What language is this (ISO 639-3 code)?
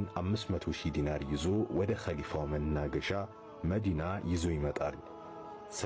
amh